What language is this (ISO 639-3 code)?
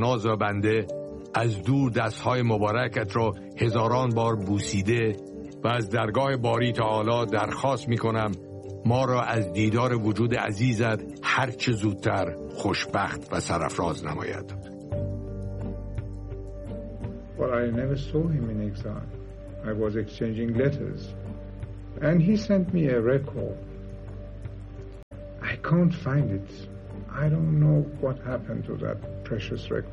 fas